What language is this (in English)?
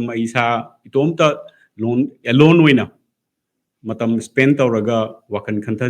Manipuri